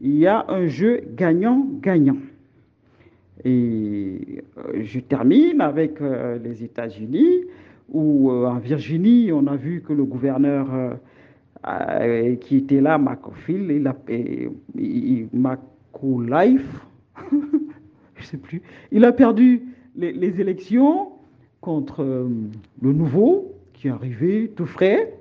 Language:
French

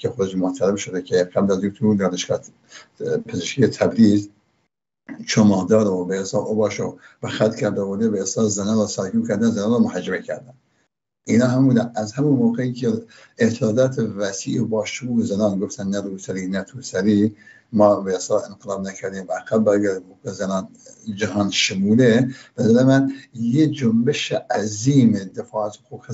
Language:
Persian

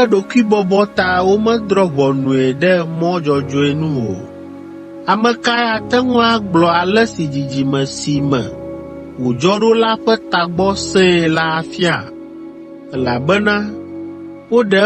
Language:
Ewe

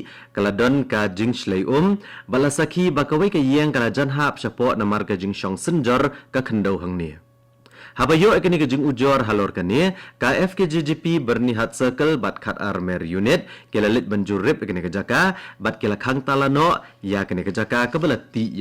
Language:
Khasi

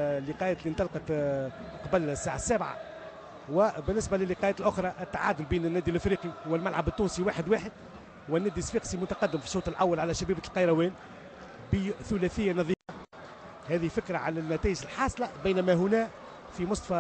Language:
Tunisian Arabic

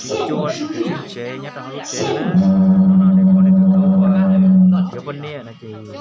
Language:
Hmong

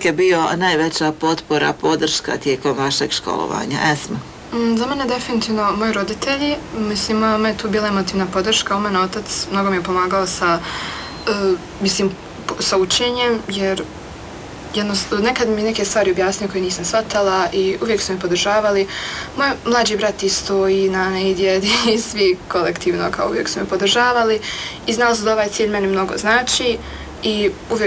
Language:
Bosnian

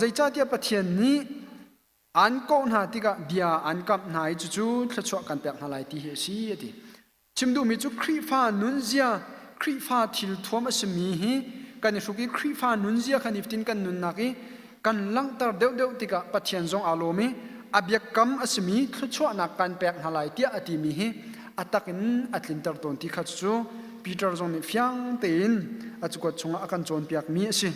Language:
Hakha Chin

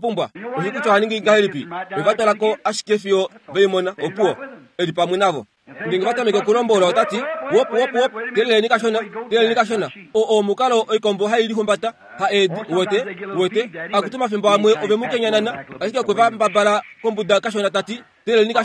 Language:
Kuanyama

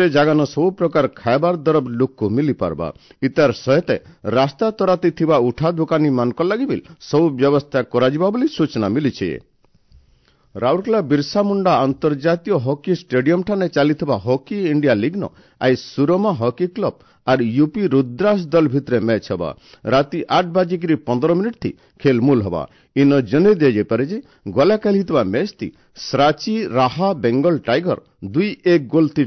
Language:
Odia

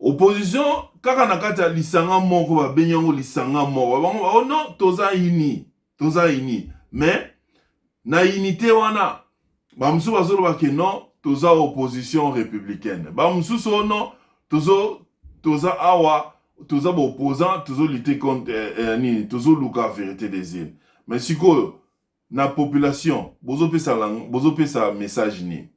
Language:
Lingala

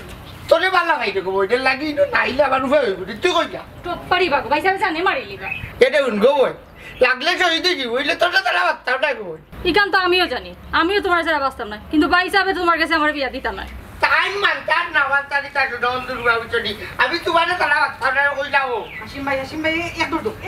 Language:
Sylheti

